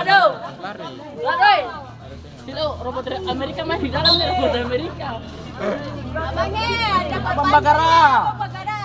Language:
Ambonese Malay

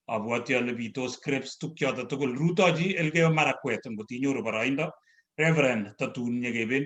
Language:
Kalenjin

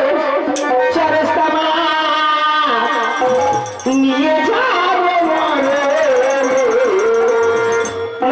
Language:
Bangla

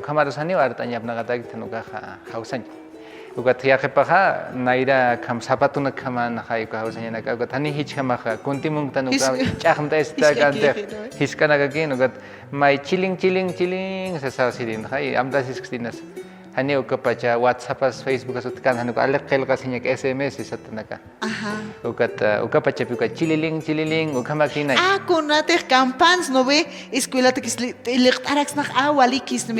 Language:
Aymara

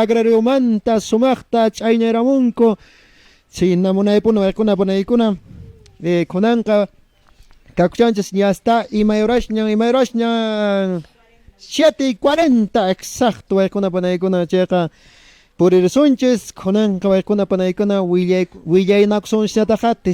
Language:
Quechua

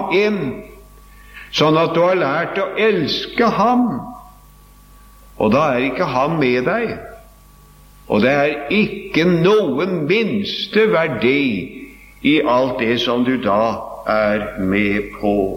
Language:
Norwegian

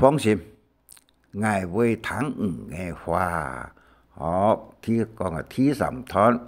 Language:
Hakka Chinese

